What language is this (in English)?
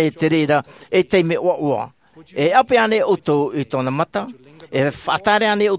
Tahitian